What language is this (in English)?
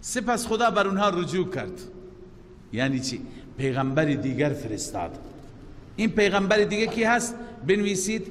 Persian